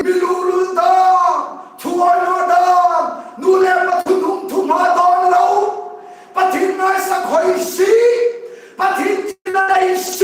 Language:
Hmar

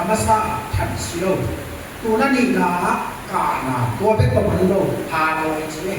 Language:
Tedim Chin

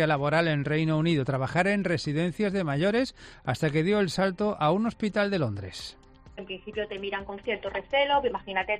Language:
Spanish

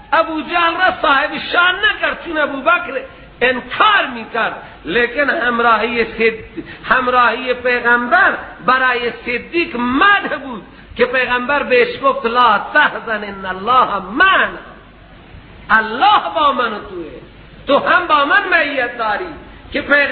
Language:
Persian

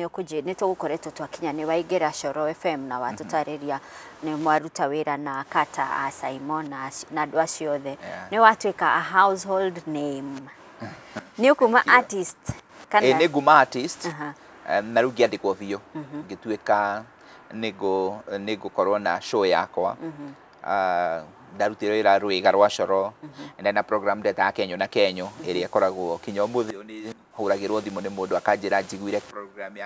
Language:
Kikuyu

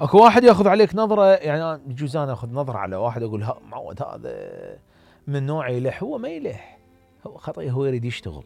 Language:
Mesopotamian Arabic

